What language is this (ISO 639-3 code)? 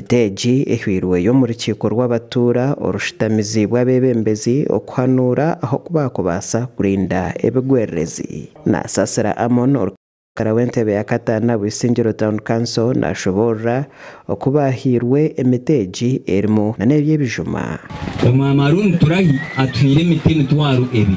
nyn